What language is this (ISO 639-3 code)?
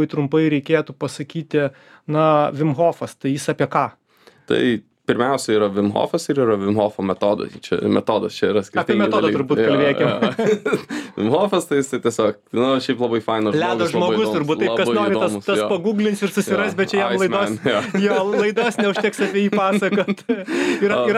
lit